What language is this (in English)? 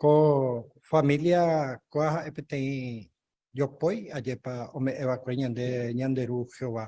Guarani